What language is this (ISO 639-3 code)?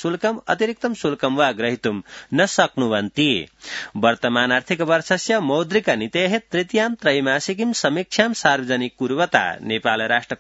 san